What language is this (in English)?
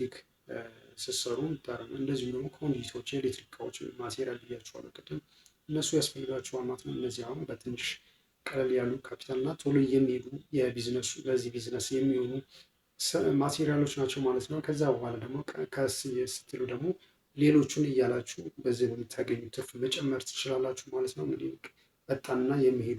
Amharic